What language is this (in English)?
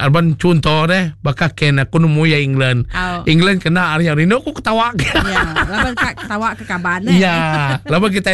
Iban